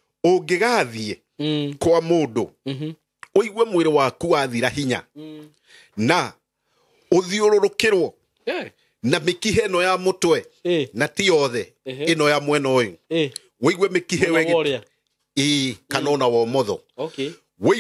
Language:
Kikuyu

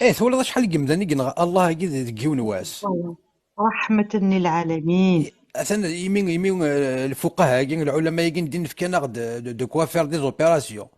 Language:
Kabyle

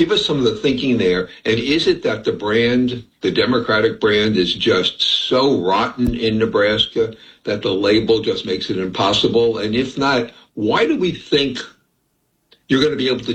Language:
English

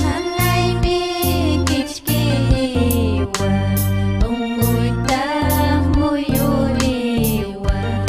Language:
Ayacucho Quechua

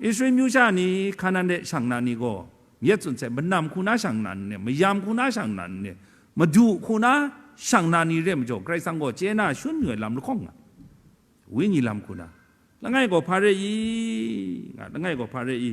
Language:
Kachin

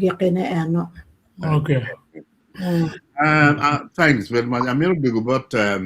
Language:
Acoli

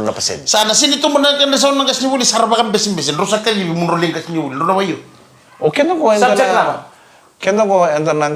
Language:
Fijian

